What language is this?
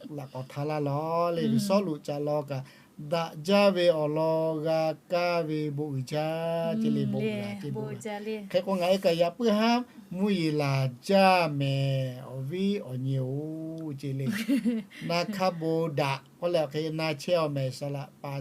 Lahu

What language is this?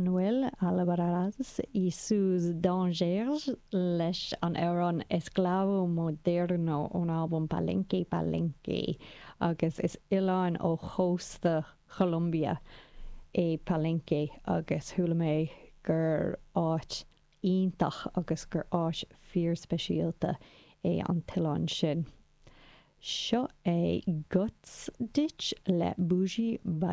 Irish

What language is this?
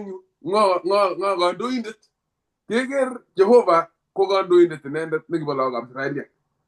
Kalenjin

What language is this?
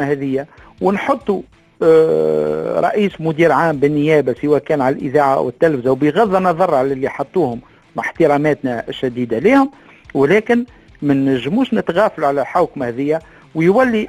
Tunisian Arabic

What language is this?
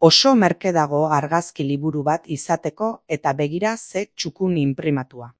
Basque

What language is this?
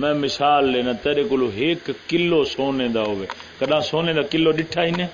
Saraiki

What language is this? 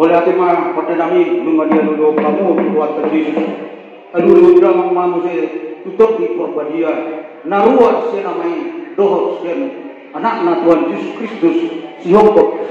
Batak Toba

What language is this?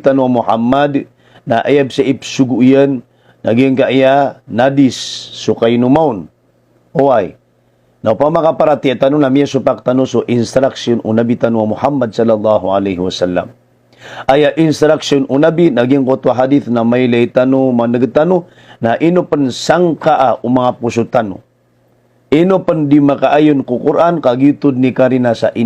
Maranao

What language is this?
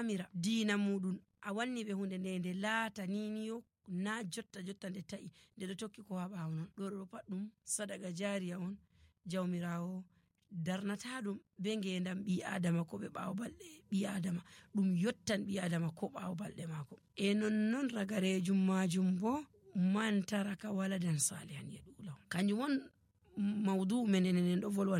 Nigerian Fulfulde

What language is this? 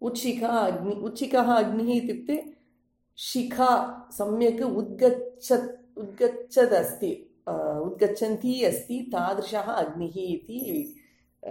Sanskrit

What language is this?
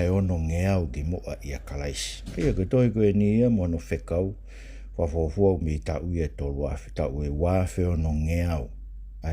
Tongan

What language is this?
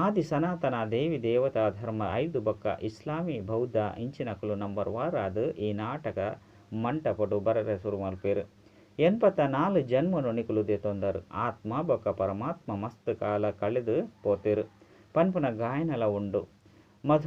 Tulu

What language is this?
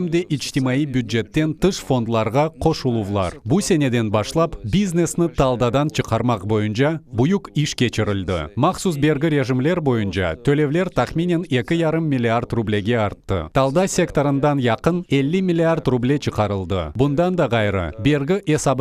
Crimean Tatar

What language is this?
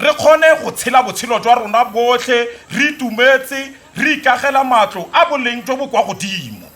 Tswana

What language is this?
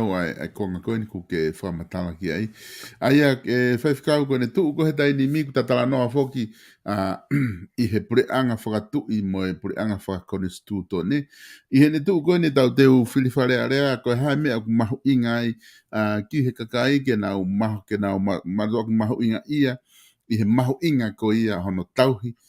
Tongan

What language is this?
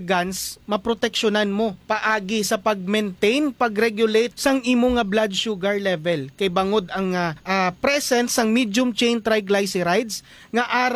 Hiligaynon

